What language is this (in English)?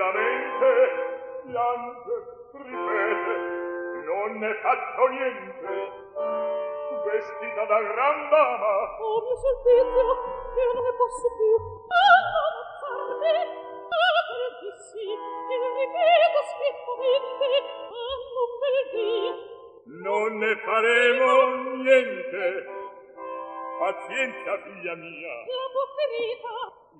Italian